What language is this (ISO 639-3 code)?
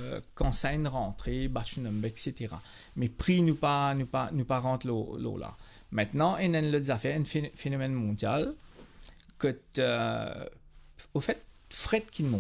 mfe